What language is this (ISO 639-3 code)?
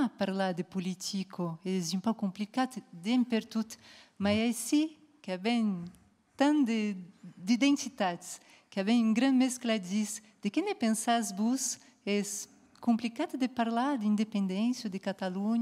oci